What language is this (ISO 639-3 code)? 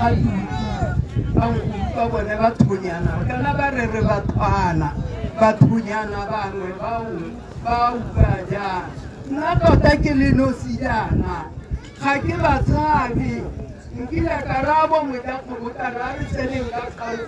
tsn